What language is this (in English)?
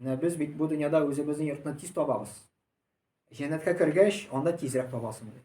Tatar